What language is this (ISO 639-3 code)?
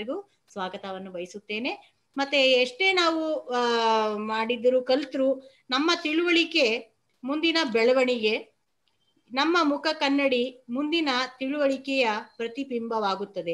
kan